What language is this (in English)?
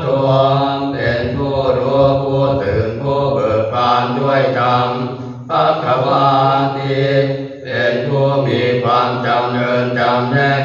Pali